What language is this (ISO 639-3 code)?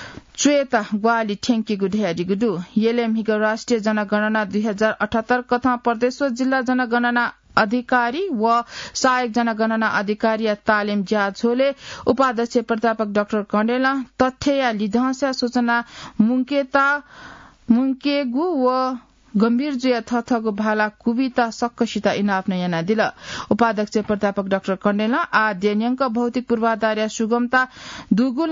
new